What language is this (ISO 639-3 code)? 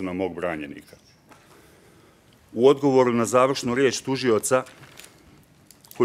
bos